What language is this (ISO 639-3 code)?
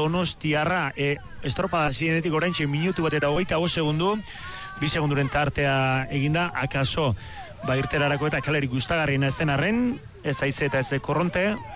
eus